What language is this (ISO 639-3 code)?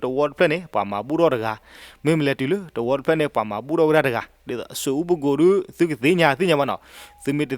ksw